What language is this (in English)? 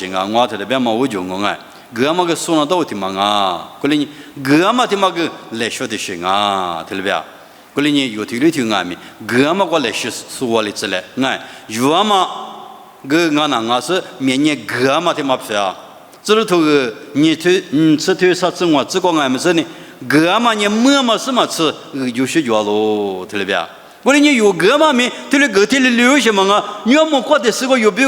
Lisu